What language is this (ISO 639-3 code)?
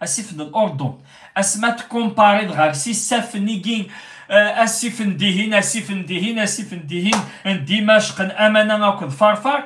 kab